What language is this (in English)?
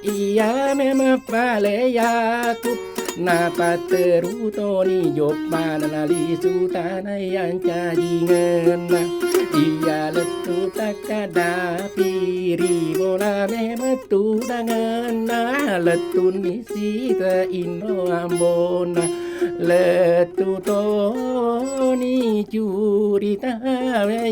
Buginese